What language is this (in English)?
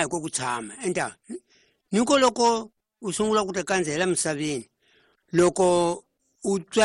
Tsonga